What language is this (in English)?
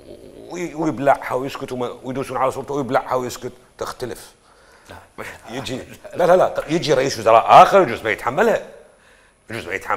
Mesopotamian Arabic